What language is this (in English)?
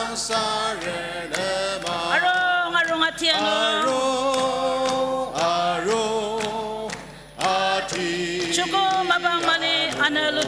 Ao Naga